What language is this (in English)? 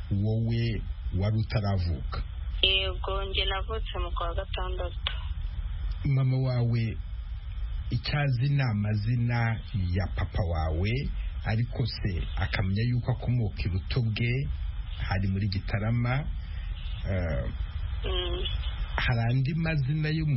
Kinyarwanda